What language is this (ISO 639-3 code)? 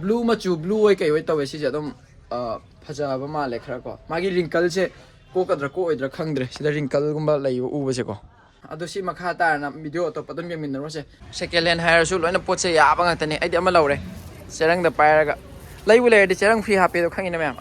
mni